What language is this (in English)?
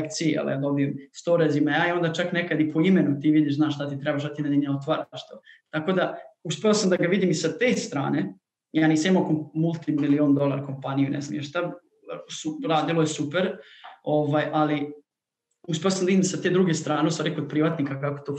Serbian